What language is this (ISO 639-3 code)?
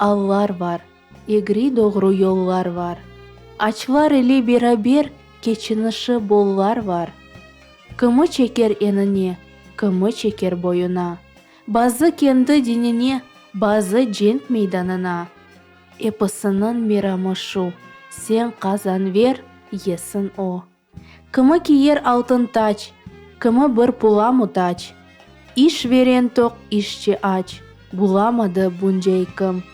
crh